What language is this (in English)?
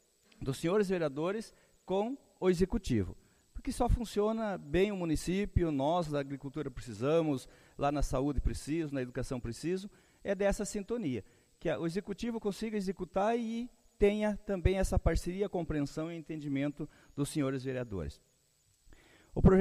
Portuguese